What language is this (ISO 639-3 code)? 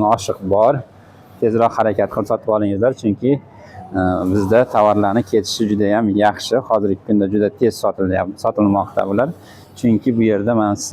uzb